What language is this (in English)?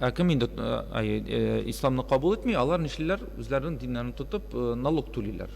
Tatar